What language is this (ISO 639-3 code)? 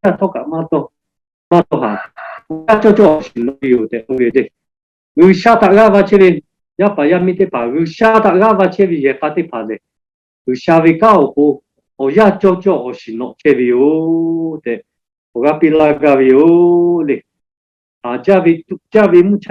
lhu